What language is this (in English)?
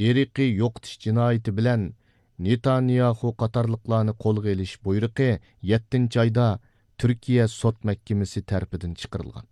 Uyghur